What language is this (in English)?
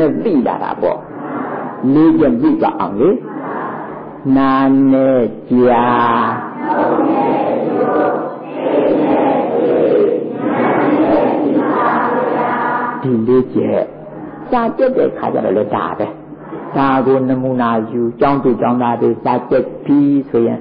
Burmese